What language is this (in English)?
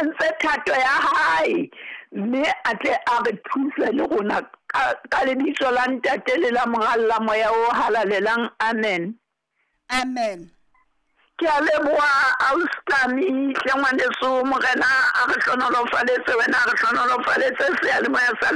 Southern Sotho